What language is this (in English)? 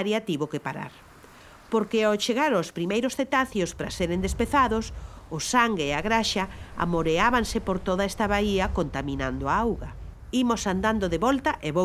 Galician